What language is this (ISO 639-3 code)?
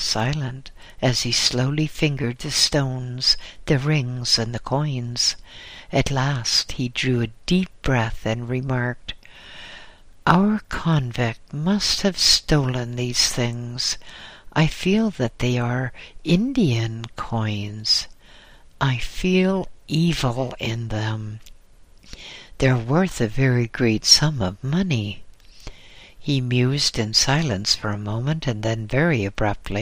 eng